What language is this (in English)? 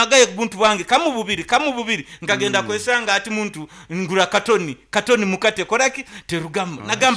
Nyankole